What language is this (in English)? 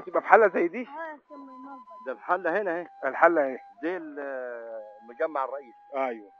Egyptian Arabic